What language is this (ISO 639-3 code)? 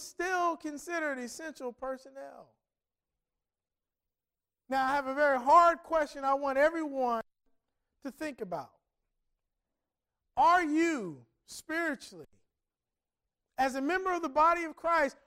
eng